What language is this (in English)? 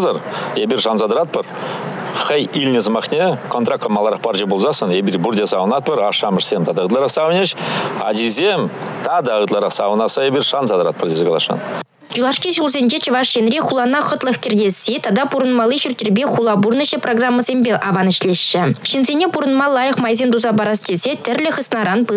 Chuvash